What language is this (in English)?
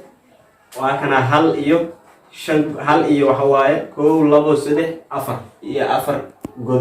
Somali